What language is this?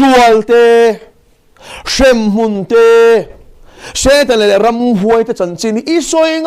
Mizo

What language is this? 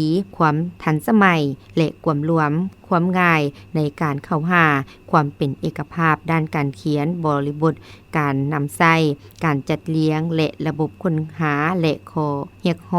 Lao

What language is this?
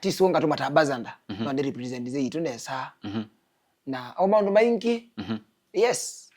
Kamba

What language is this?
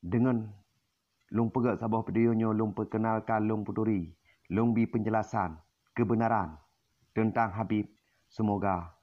Achinese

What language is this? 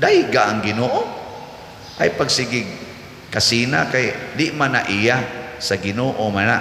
Cebuano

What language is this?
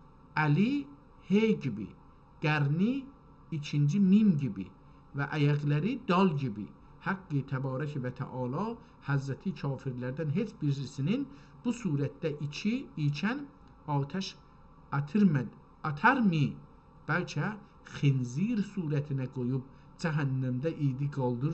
South Azerbaijani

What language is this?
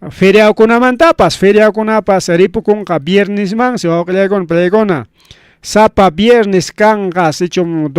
Ayacucho Quechua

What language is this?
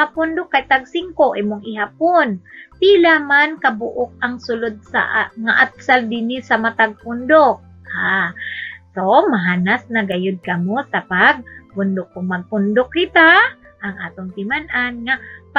Cebuano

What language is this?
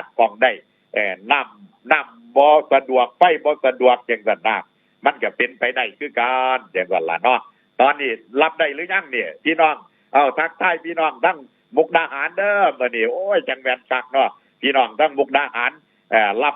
Northeastern Thai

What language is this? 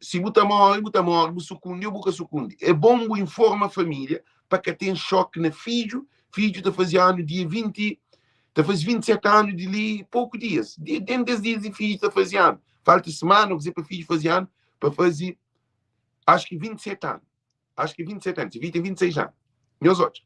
Kabuverdianu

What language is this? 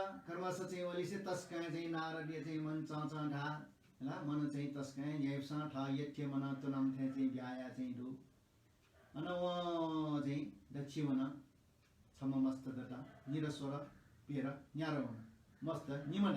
Newari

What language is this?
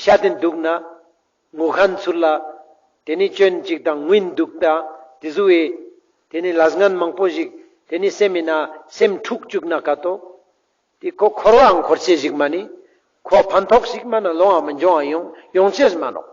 Ladakhi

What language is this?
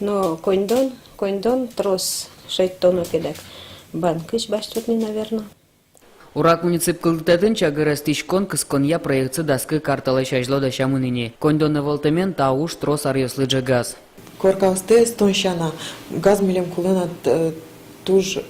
Udmurt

